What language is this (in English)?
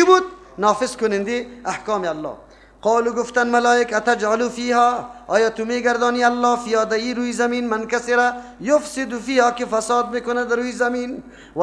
Persian